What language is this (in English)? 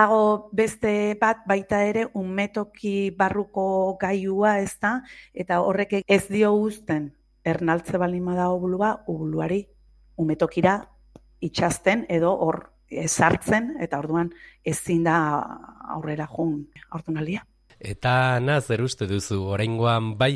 Basque